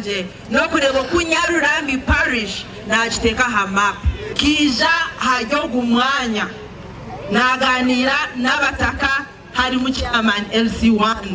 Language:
Nyankole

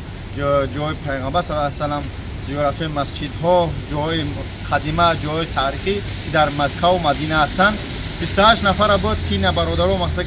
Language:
Tajik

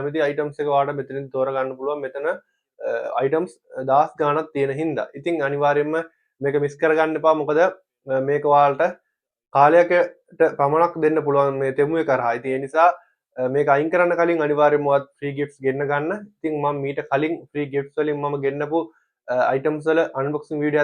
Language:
Sinhala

